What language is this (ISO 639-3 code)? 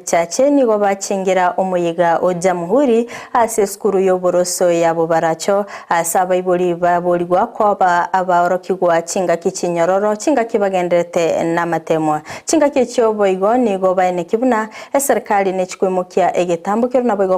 guz